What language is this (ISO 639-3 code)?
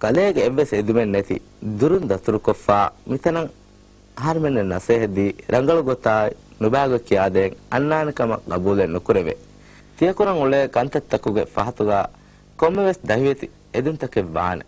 div